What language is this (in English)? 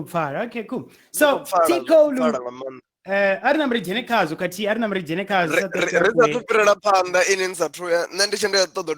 Venda